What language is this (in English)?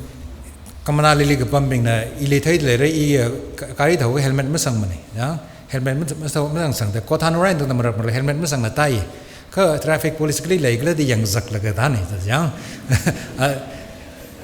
Tangkhul Naga (India)